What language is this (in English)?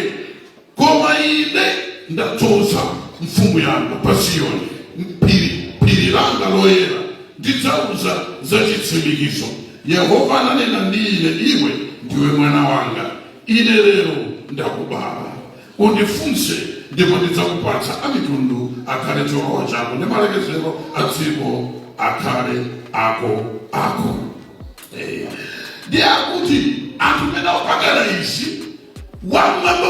Nyanja